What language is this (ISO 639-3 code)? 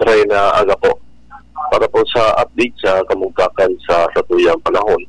bik